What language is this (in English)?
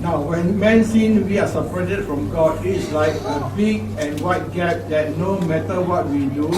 Falam Chin